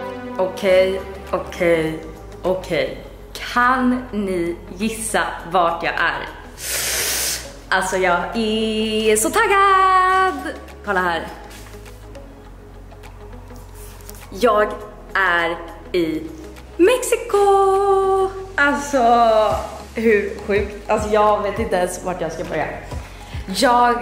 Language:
Swedish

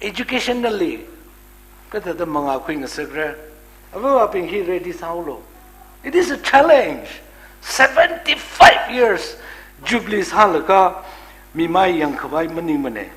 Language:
Tangkhul Naga (India)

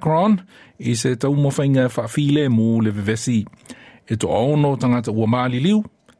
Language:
Samoan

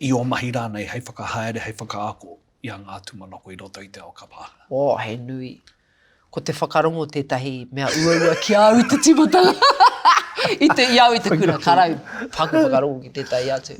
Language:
Māori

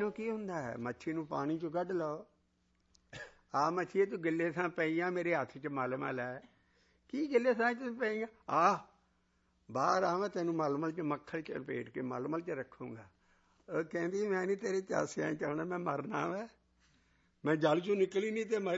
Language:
Punjabi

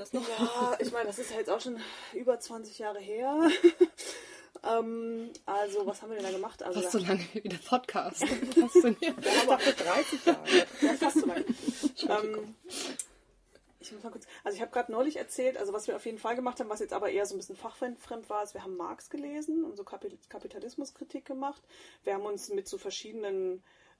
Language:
German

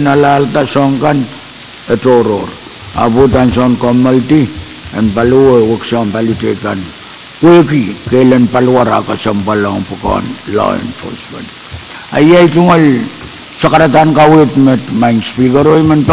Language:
Pohnpeian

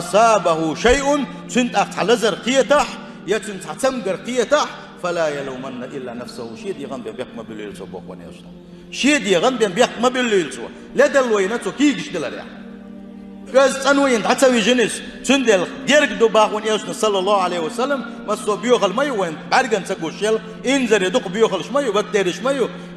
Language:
Chechen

